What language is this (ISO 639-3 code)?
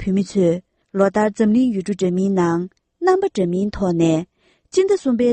bod